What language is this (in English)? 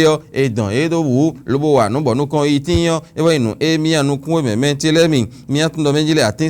Fon